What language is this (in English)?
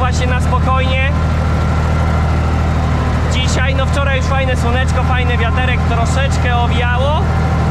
Polish